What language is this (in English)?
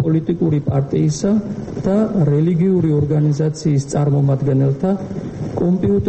Georgian